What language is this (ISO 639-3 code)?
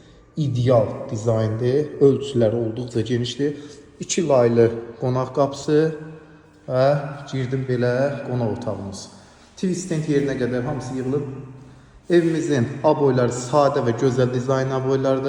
aze